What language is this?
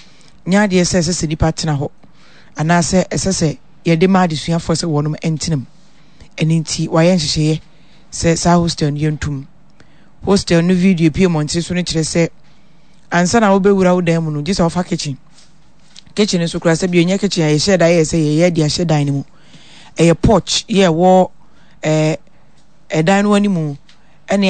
Akan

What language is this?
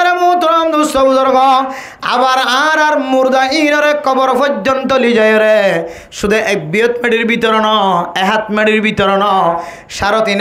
Rohingya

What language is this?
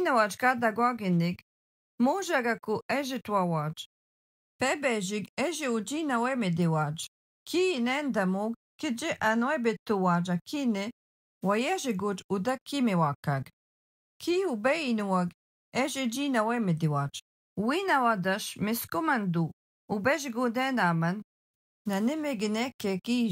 Algonquin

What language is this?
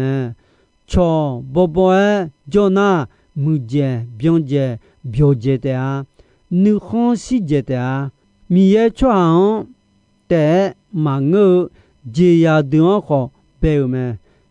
Akha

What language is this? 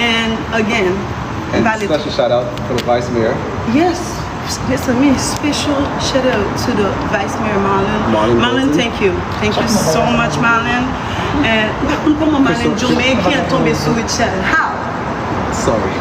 Haitian Creole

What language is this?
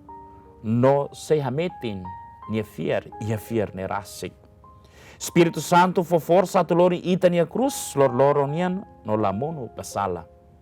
Tetum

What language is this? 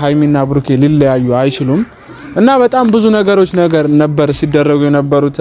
Amharic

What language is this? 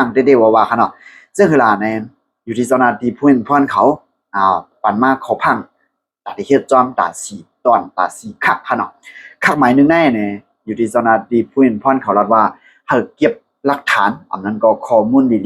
Shan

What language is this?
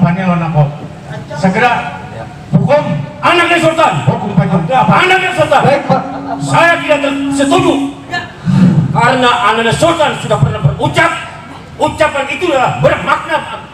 Banjar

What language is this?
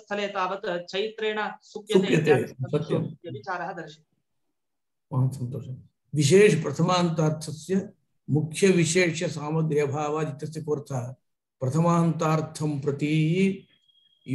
Sanskrit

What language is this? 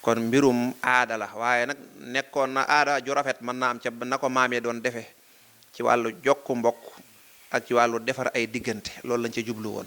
Wolof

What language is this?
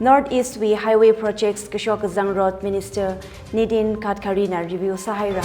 Tangkhul Naga (India)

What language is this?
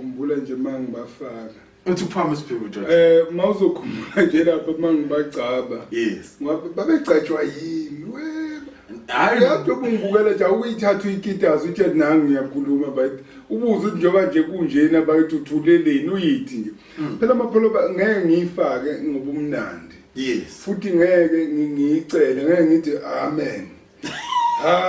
Zulu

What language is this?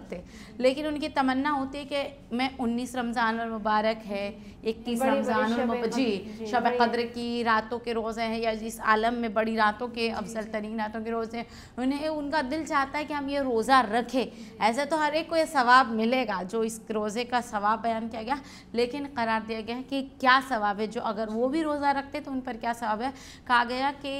Urdu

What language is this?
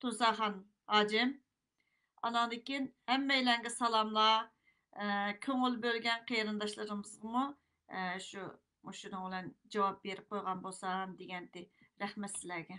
Uyghur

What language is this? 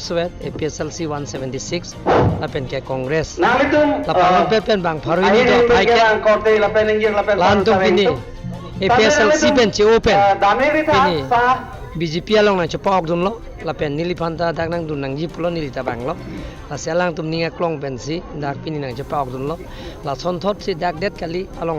Karbi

